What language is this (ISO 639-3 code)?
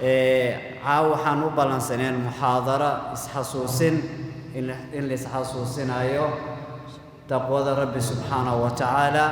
som